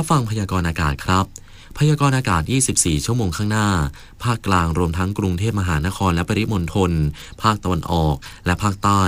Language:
Thai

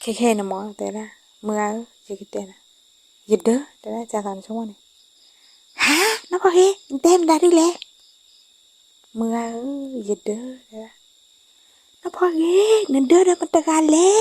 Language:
S'gaw Karen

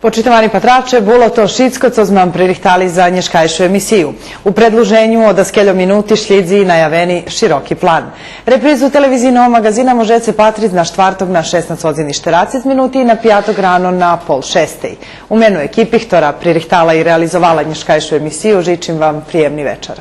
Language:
Rusyn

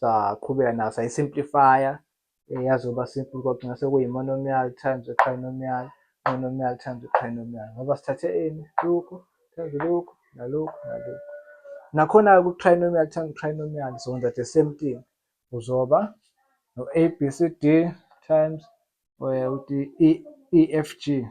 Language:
Zulu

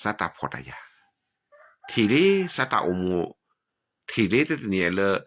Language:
S'gaw Karen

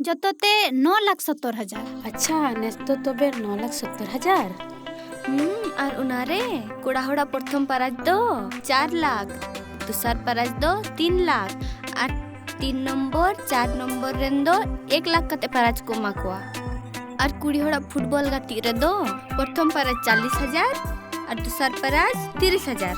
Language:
Santali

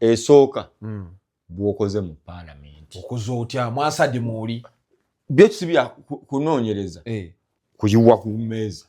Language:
Ganda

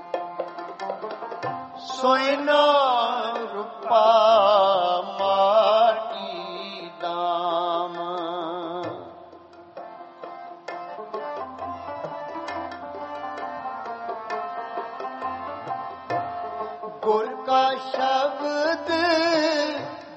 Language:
Punjabi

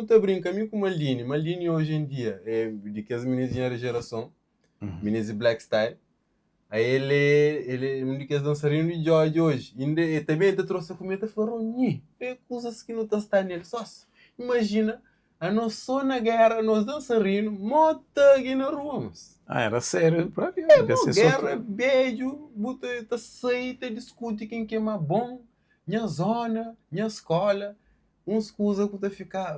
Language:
Kabuverdianu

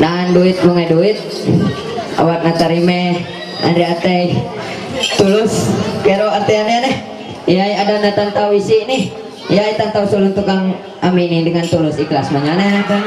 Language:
Ma'anyan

